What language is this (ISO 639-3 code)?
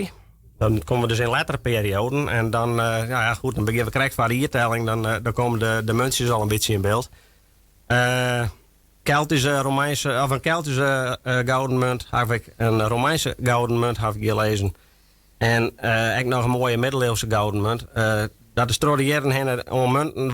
fry